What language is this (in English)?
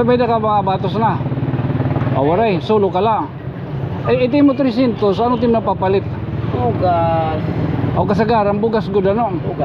Waray